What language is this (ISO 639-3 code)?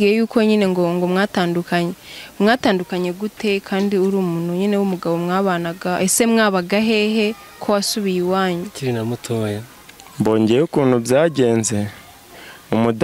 kin